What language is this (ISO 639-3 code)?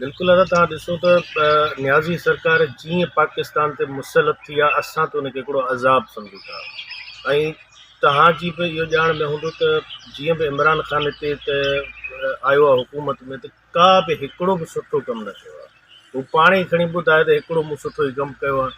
snd